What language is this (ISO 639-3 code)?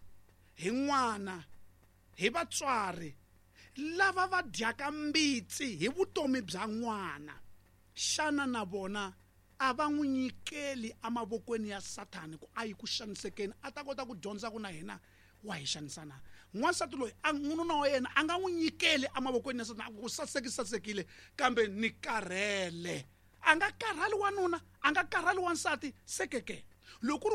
tso